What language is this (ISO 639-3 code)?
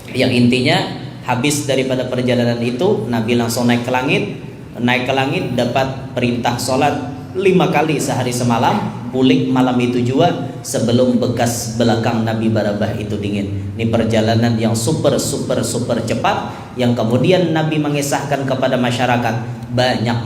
bjn